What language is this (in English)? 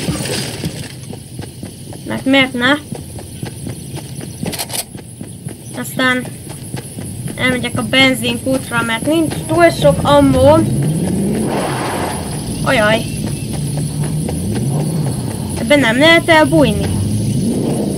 Hungarian